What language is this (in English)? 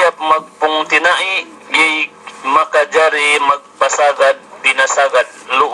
Yakan